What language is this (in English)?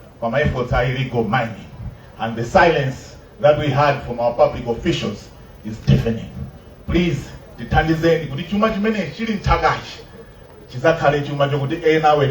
Nyanja